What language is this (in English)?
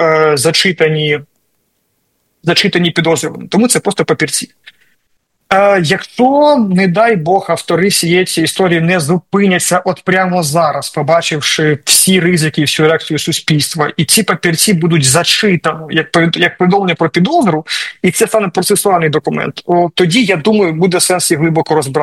Ukrainian